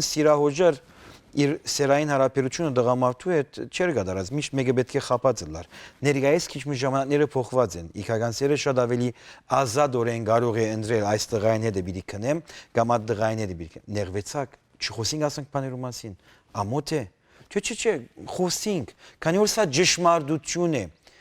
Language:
Western Armenian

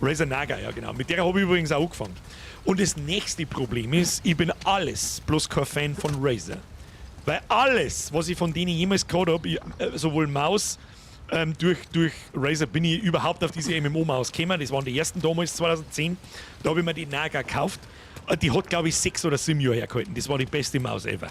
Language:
Bavarian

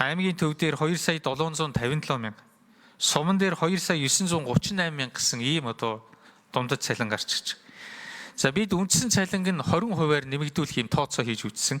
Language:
Mongolian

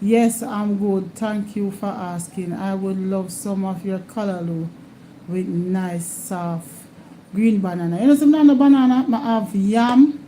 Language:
Jamaican Creole English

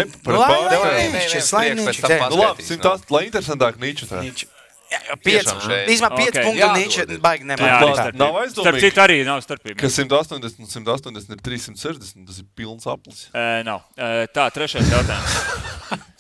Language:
Latvian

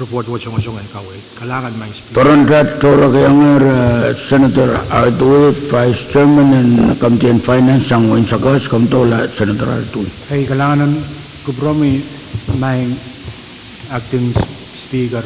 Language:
Pohnpeian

